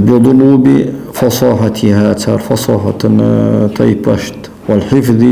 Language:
Ingush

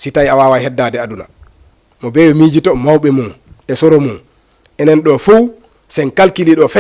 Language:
Fula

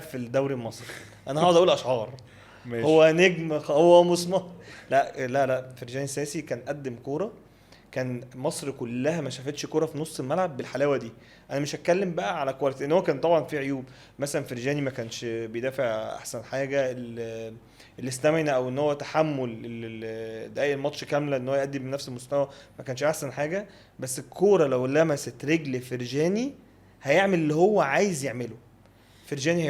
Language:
Egyptian Arabic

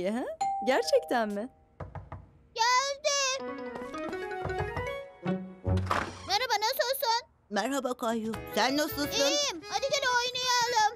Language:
Turkish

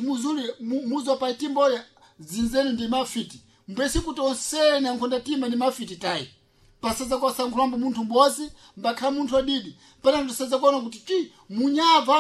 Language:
Sena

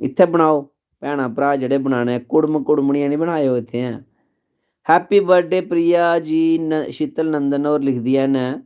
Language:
Dogri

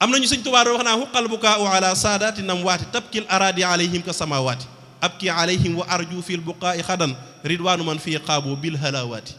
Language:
Wolof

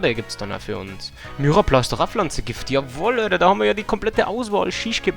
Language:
Bavarian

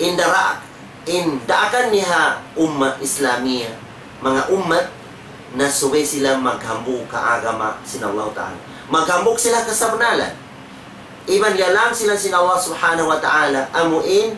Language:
Tausug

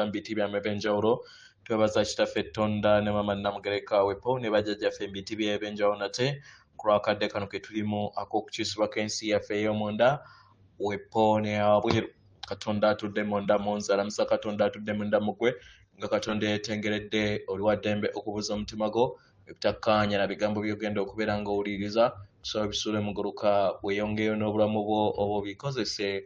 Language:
Ganda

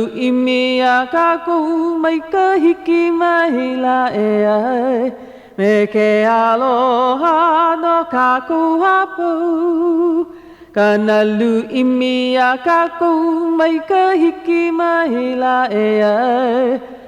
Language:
Hawaiian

